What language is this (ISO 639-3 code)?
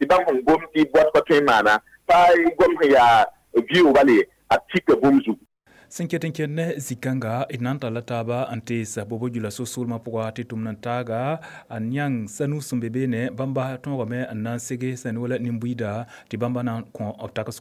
mos